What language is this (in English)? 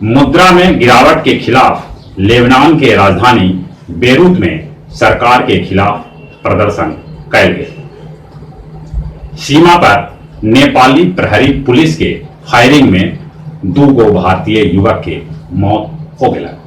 Magahi